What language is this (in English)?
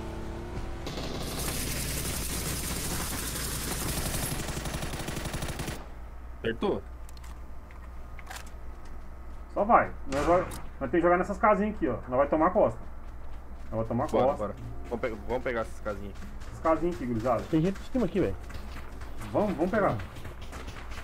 Portuguese